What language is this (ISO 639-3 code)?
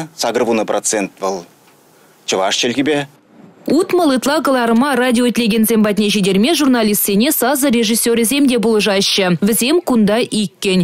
chv